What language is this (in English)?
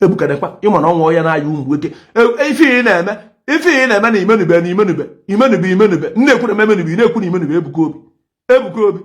Igbo